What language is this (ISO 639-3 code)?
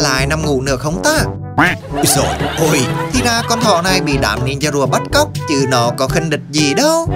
vie